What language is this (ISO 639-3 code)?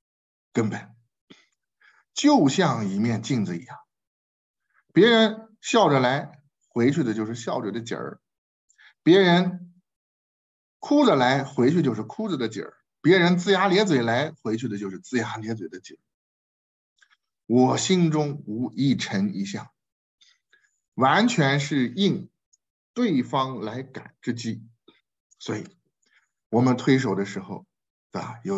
zho